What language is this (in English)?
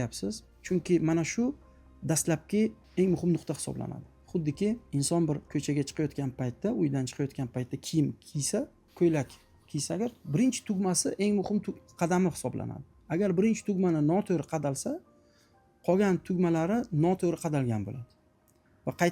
Uzbek